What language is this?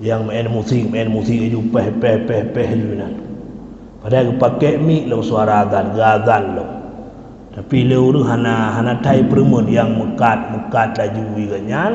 Achinese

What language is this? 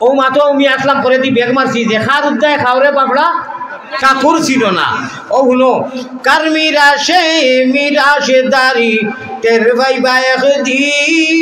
Sylheti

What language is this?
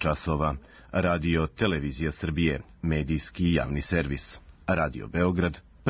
Serbian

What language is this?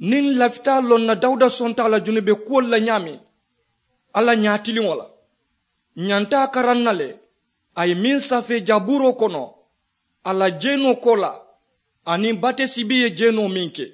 Mandingo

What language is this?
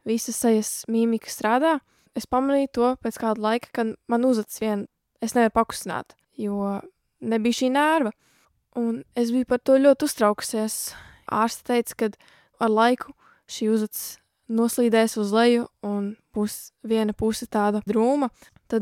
Latvian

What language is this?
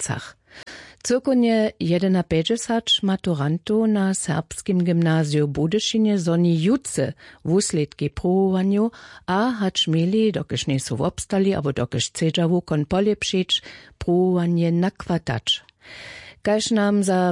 Upper Sorbian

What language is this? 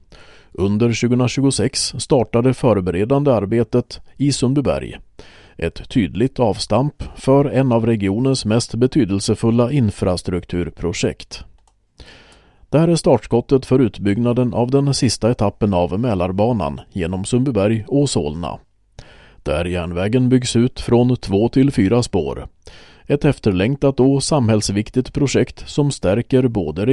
Swedish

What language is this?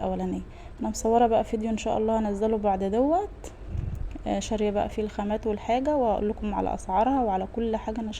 Egyptian Arabic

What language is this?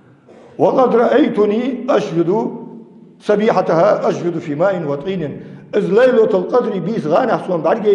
Ingush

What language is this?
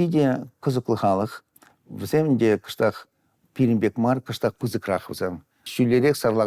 Chuvash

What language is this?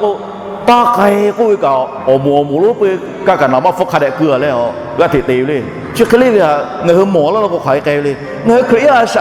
Lahu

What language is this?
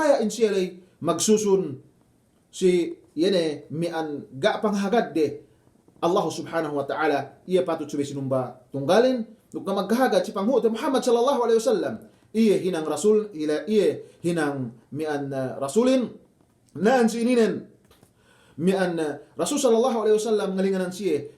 Yakan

